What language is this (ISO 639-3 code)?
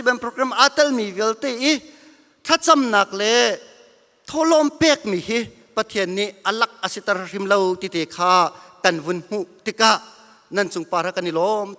cnh